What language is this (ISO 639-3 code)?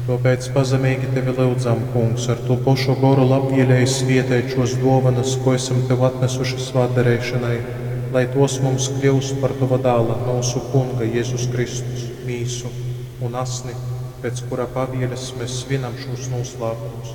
ltg